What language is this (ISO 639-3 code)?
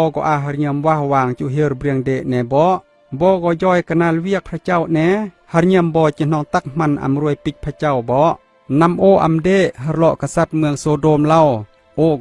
kjg